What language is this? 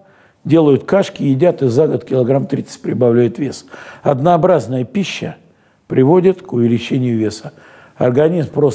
Russian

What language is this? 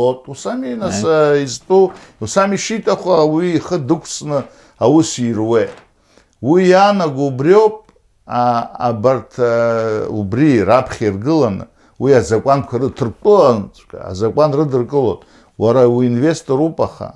Abkhazian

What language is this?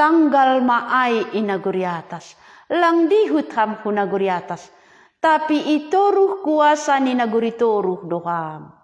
Batak Simalungun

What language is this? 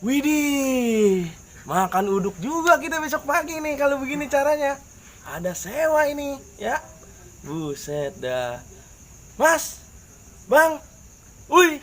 Betawi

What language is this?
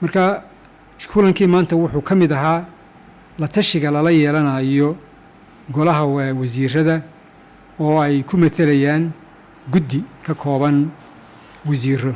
Somali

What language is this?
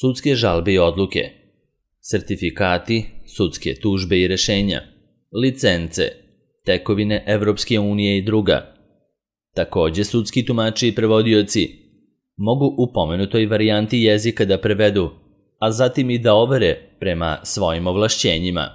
Serbian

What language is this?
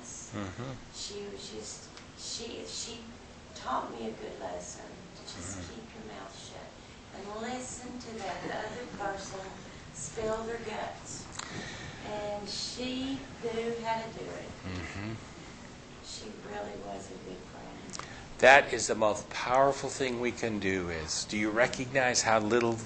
English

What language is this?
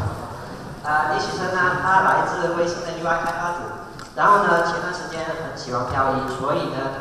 Chinese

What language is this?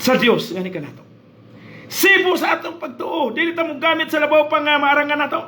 Cebuano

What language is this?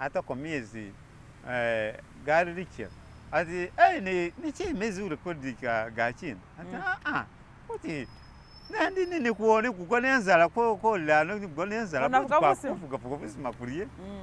Masaaba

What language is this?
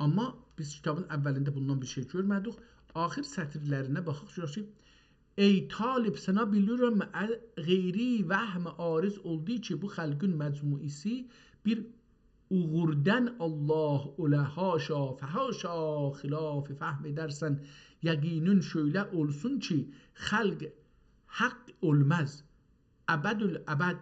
South Azerbaijani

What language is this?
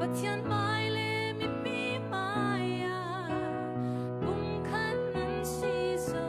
Falam Chin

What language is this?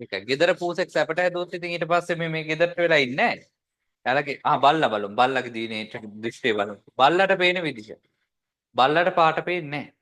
Sinhala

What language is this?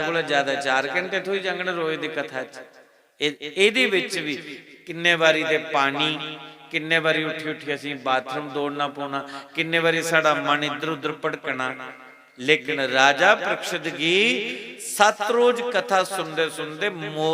Dogri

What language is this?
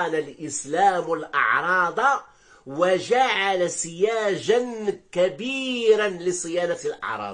Arabic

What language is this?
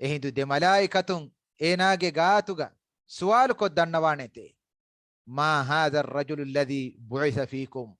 Divehi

